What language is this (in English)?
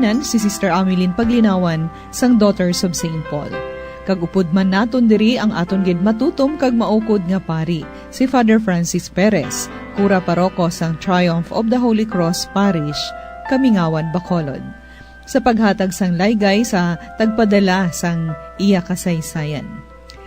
Hiligaynon